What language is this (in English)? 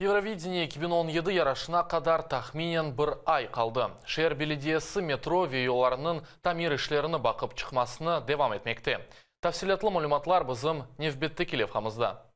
Crimean Tatar